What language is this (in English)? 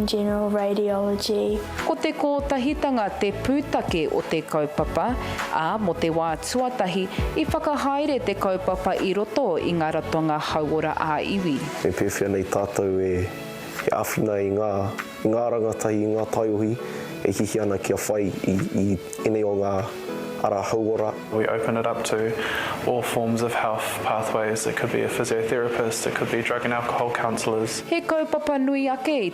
Māori